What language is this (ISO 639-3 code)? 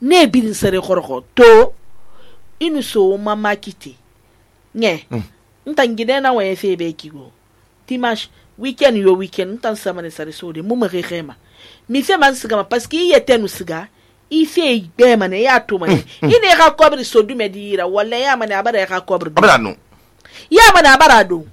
sus